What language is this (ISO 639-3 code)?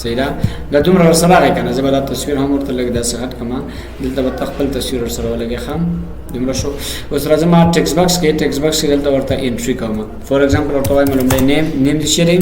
pus